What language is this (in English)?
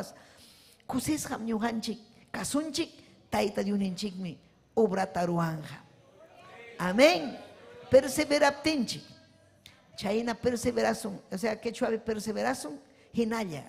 Ayacucho Quechua